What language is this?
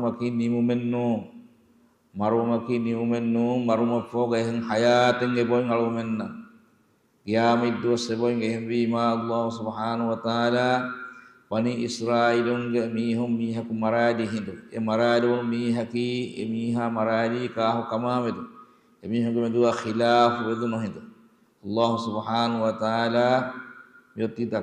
Divehi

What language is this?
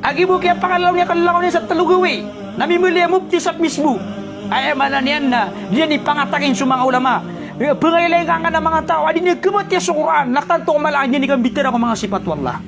Maranao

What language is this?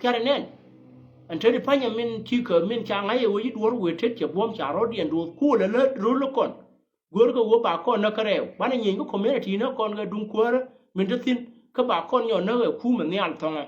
Nuer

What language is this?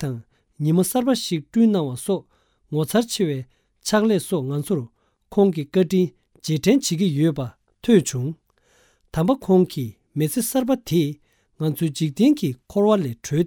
Tibetan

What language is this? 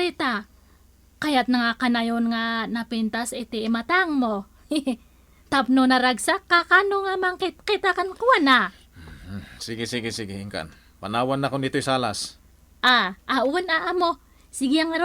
Iloko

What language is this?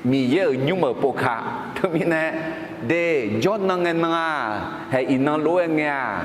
Akha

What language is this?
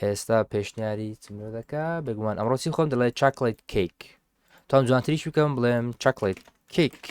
Central Kurdish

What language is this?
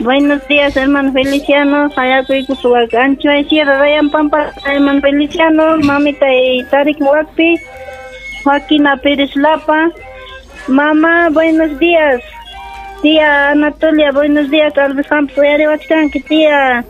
Ayacucho Quechua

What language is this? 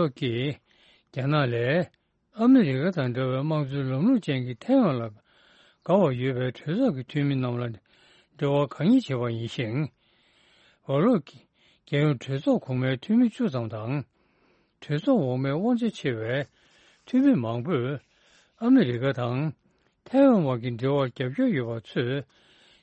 Tibetan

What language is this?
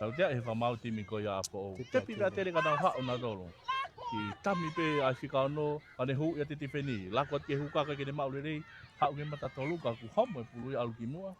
Tongan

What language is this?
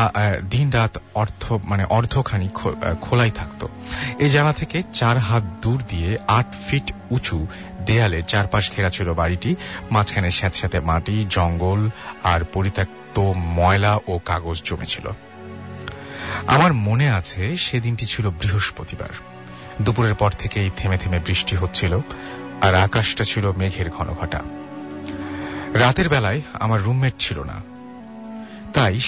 Bangla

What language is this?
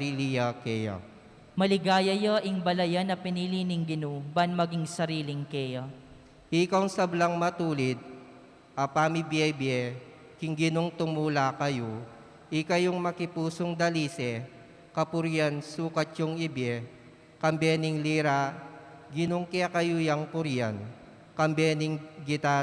Pampanga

